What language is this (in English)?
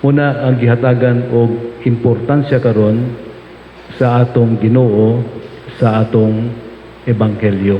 Cebuano